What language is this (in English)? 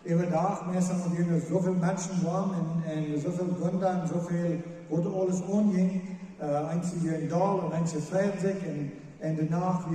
Plautdietsch